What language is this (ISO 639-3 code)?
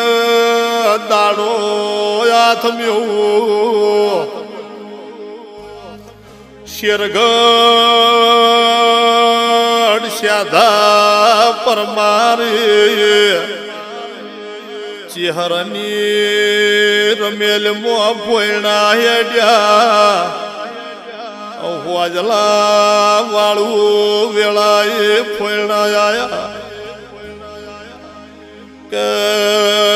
guj